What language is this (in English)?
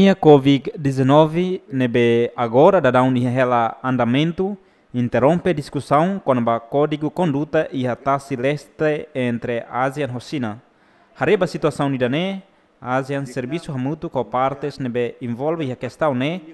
Tetum